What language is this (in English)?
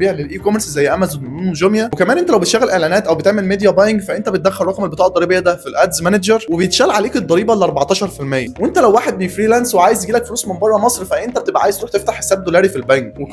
Egyptian Arabic